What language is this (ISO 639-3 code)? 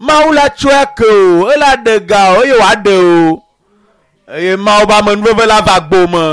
ewe